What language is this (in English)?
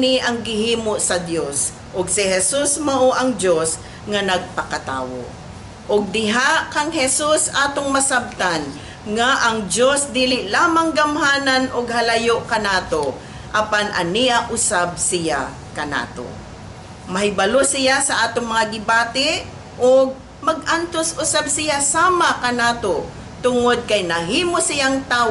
Cebuano